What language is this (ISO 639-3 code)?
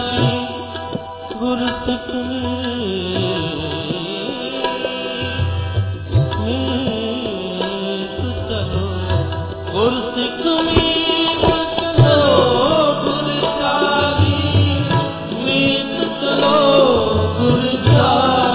pan